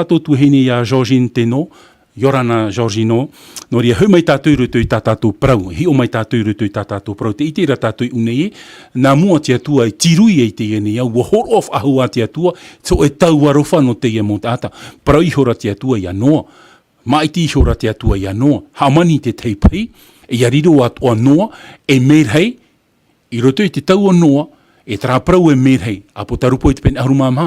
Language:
Tahitian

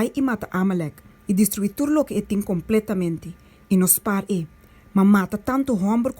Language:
Papiamento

